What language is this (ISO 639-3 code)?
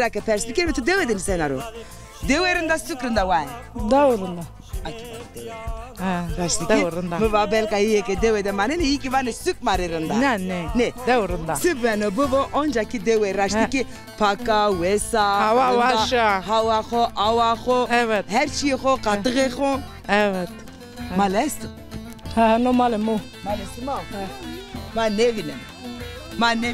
zza